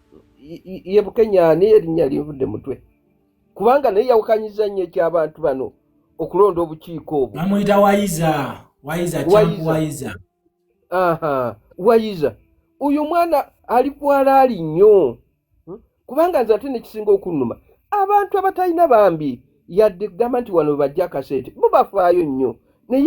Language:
Ganda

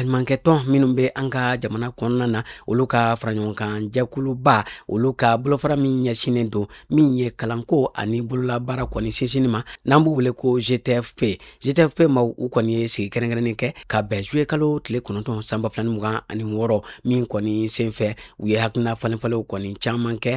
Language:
Bambara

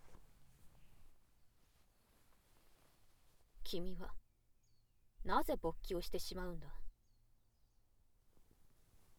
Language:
Japanese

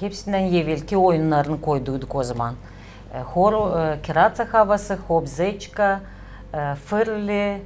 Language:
Gagauz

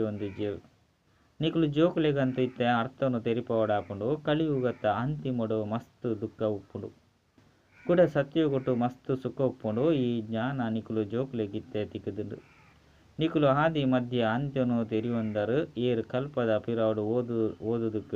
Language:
Tulu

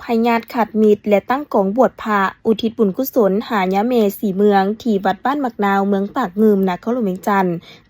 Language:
Lao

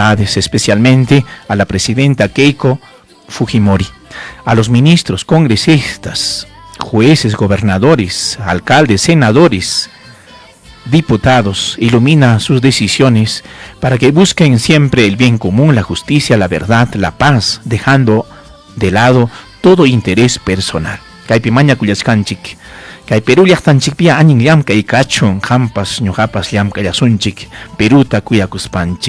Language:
Ayacucho Quechua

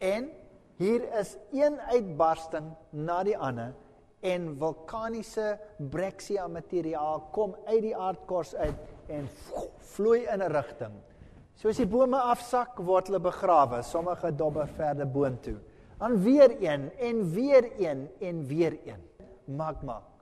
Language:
Afrikaans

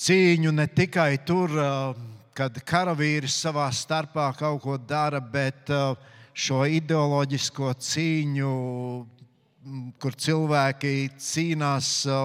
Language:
Latvian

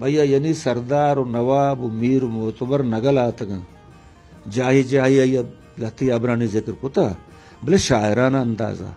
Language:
Eastern Balochi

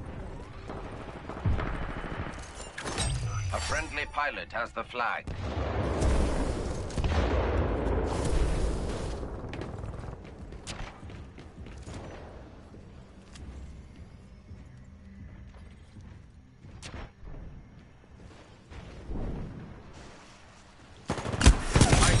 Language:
English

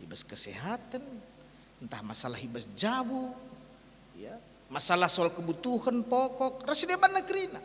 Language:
Batak Karo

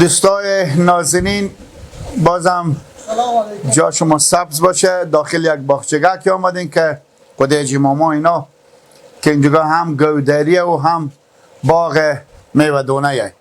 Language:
Persian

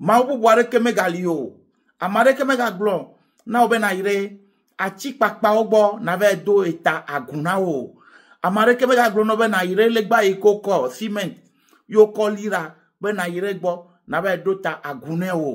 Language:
Ewe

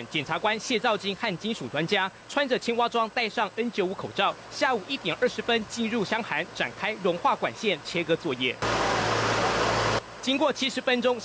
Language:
Chinese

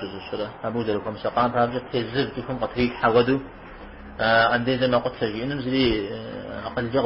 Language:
Kabardian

